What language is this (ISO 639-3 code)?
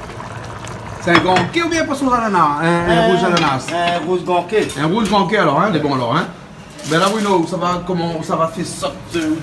rcf